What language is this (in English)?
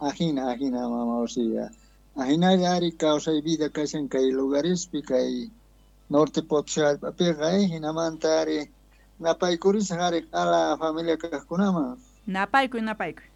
South Bolivian Quechua